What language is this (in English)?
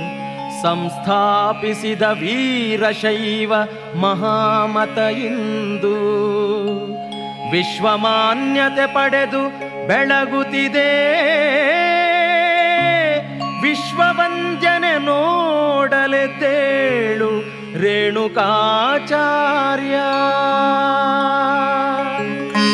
Kannada